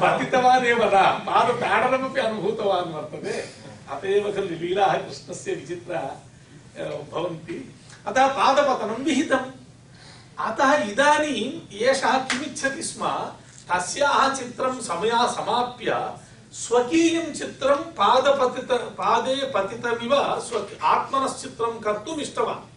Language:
Sanskrit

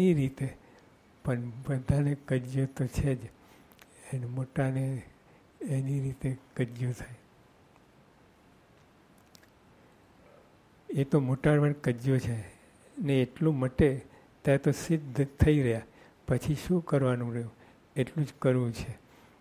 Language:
Gujarati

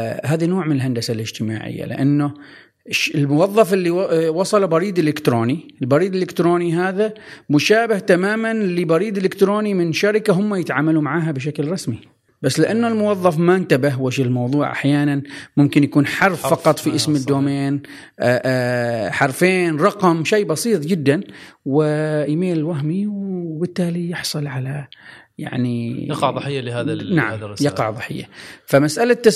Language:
Gulf Arabic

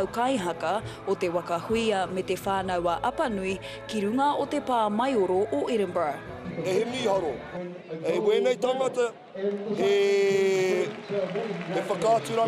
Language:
Māori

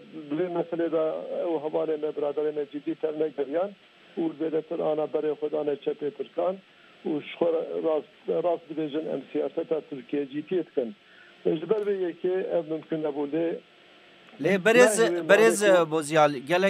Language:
Kurdish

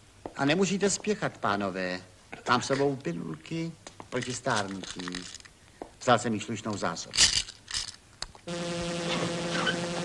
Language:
Czech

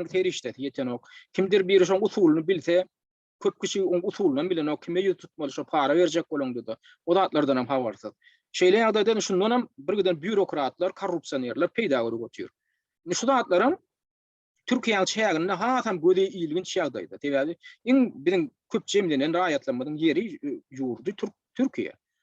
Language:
Turkmen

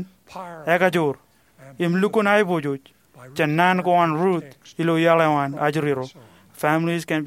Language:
Marshallese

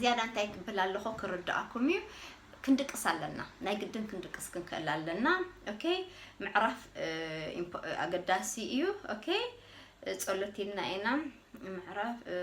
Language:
Tigrinya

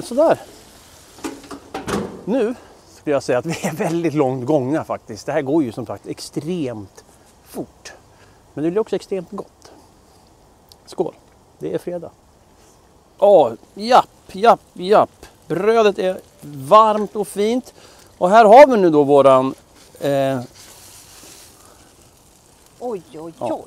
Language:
Swedish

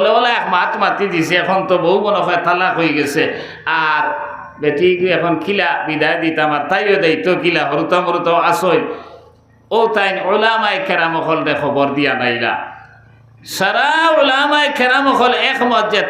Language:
Sylheti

